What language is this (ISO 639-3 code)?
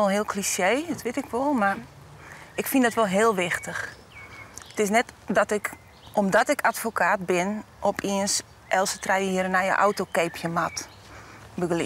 fry